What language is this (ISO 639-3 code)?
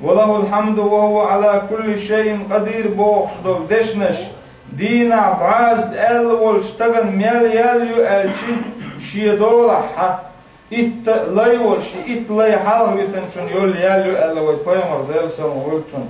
che